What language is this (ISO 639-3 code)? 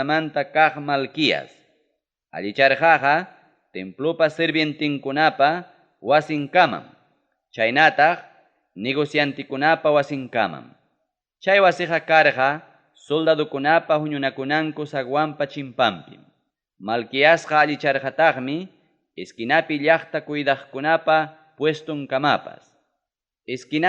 quy